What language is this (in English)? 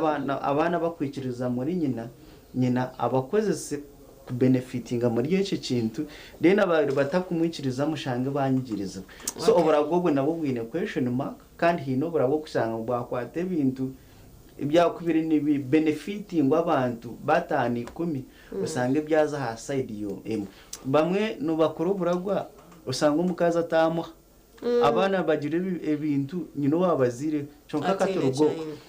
Nyankole